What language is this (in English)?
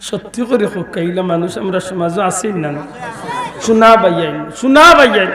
Sylheti